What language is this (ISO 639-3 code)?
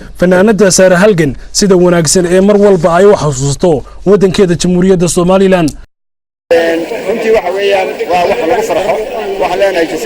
som